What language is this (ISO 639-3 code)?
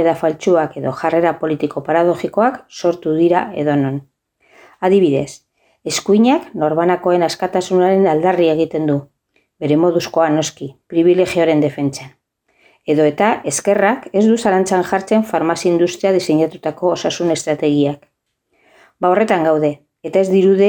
eus